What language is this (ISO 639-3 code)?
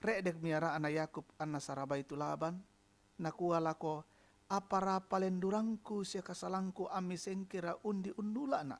sda